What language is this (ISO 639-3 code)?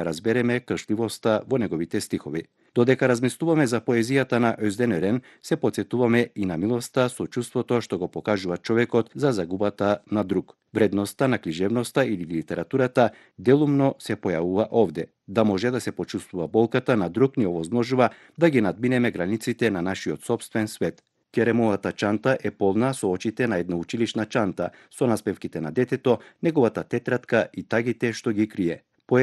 mkd